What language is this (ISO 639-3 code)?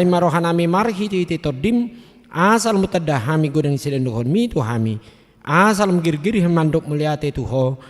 bbc